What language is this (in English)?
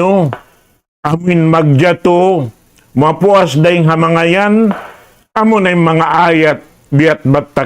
Tausug